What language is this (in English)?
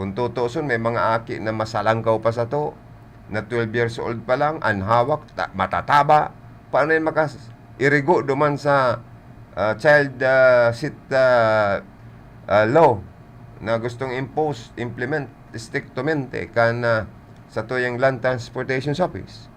Bikol